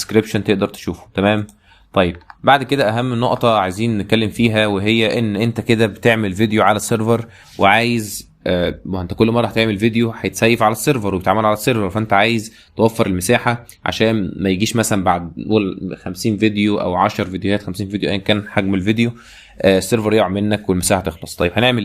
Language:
Egyptian Arabic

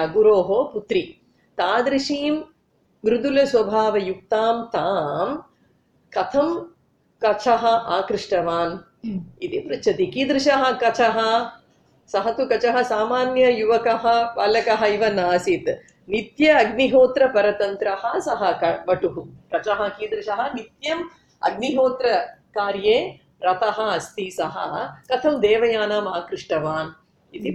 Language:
Sanskrit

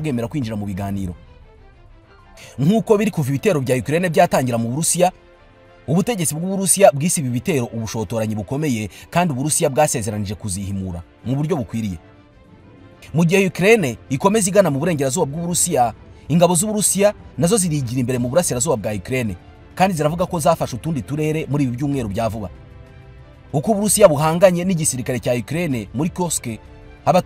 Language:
Kinyarwanda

